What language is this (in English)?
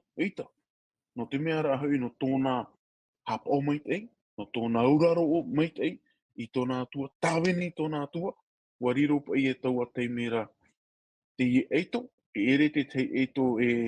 Tahitian